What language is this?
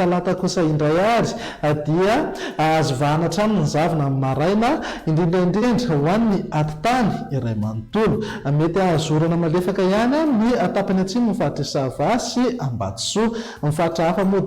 Malagasy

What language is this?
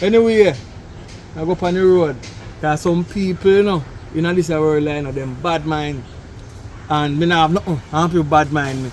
Jamaican Creole English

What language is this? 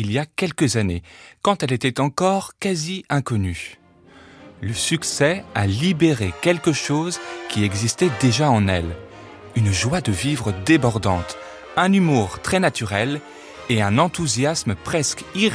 French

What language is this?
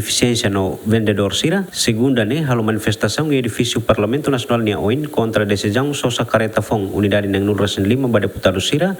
Tetum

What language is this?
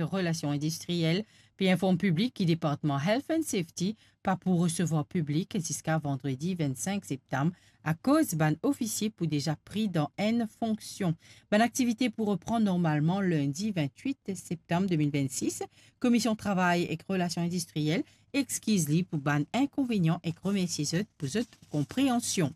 Morisyen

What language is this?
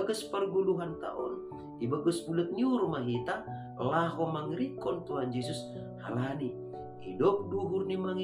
Batak Simalungun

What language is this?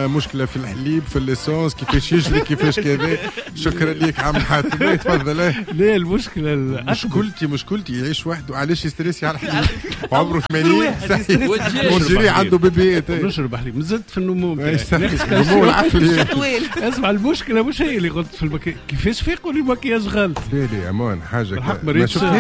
Tunisian Arabic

